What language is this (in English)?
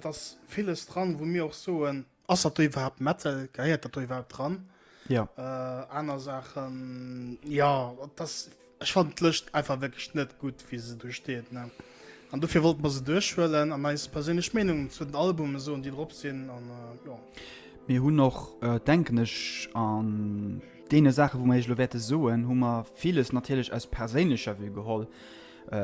Luxembourgish